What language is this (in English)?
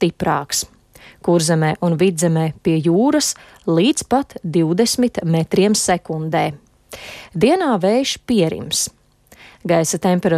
Latvian